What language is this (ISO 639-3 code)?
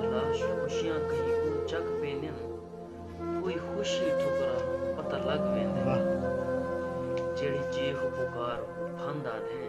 skr